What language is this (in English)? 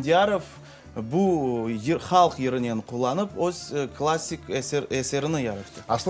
Crimean Tatar